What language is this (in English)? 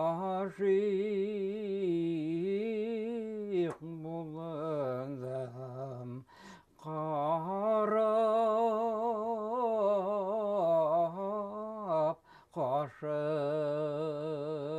Bashkir